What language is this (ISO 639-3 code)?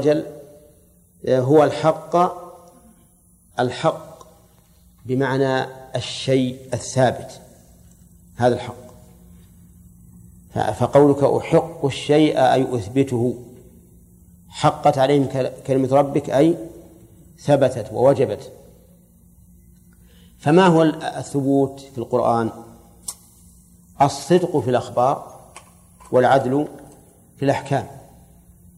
ara